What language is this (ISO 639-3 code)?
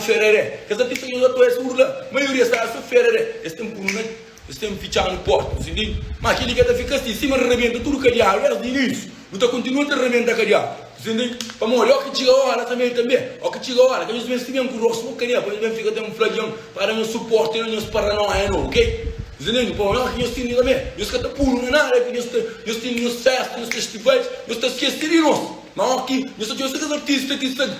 kea